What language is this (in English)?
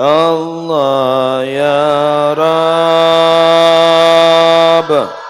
Madurese